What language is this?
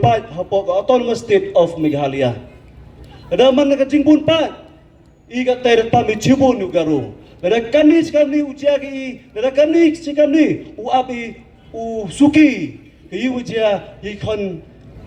Pnar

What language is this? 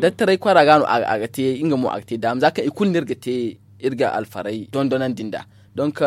Zarma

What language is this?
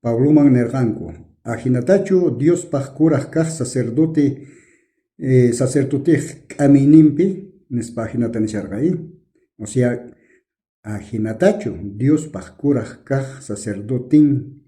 South Bolivian Quechua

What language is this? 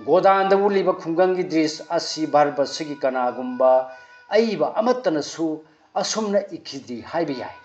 Manipuri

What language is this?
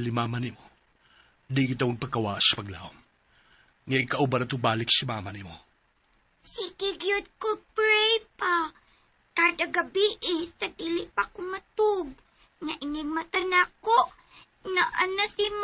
Cebuano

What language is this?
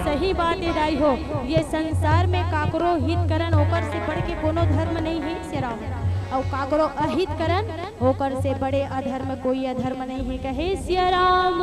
Chhattisgarhi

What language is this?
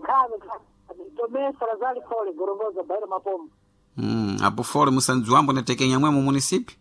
Sena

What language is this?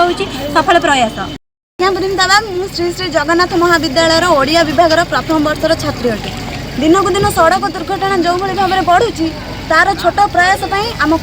Odia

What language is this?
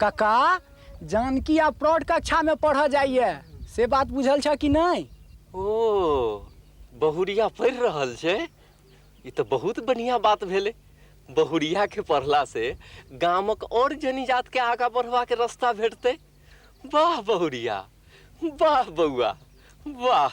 Maithili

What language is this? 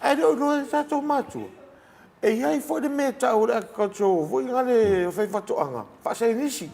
Samoan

